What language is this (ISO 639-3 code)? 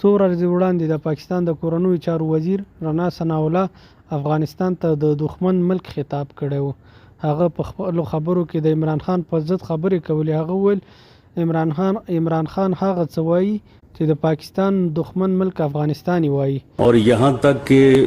pus